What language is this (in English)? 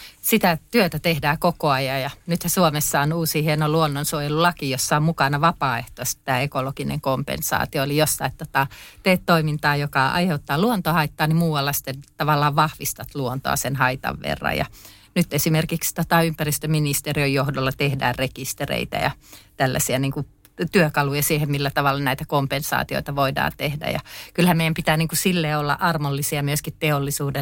Finnish